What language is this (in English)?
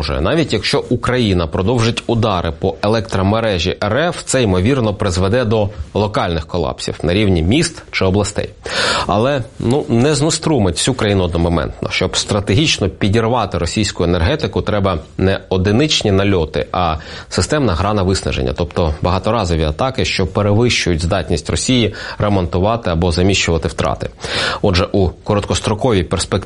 Ukrainian